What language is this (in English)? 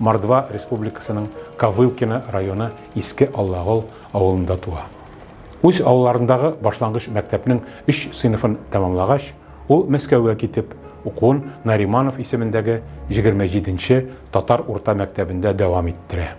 Tatar